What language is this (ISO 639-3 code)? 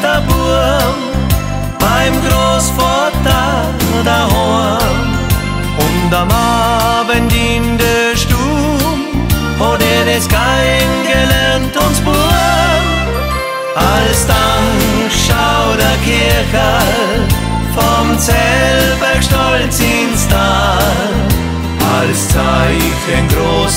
deu